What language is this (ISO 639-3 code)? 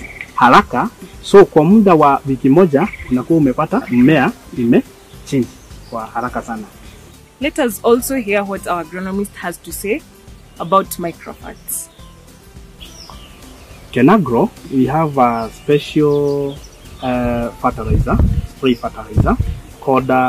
swa